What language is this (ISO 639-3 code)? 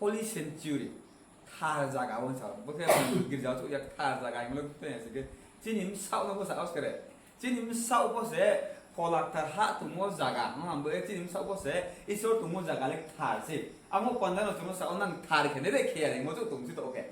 ria